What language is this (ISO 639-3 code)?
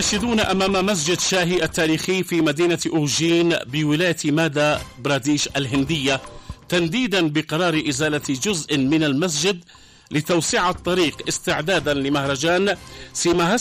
ara